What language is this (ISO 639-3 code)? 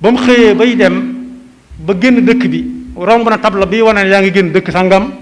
wol